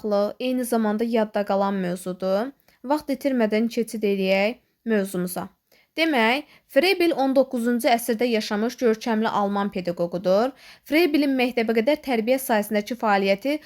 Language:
Azerbaijani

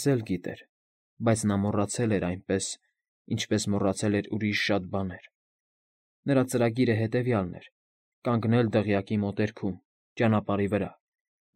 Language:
Armenian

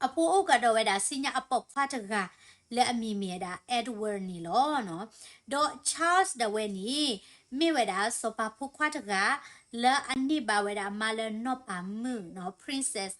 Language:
S'gaw Karen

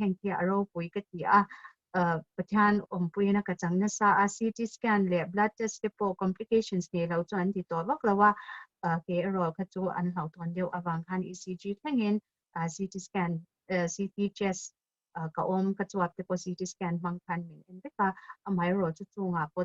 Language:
Mizo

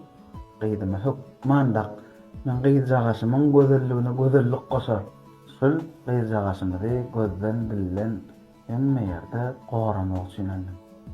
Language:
Turkmen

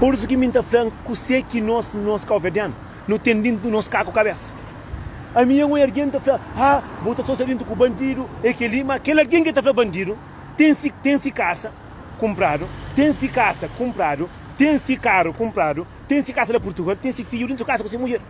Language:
Kabuverdianu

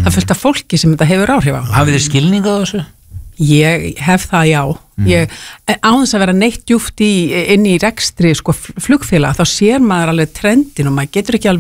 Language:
Icelandic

